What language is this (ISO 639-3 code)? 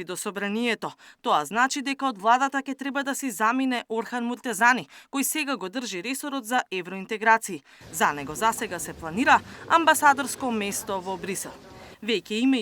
mkd